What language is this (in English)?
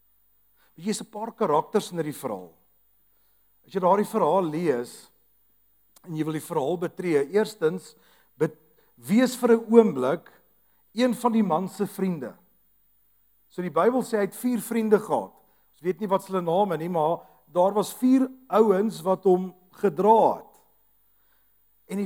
Afrikaans